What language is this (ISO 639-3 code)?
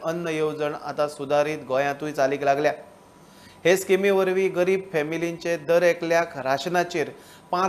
kok